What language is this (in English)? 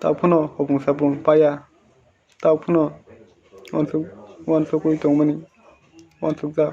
Kok Borok